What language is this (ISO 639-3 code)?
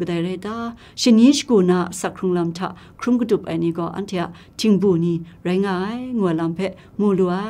kac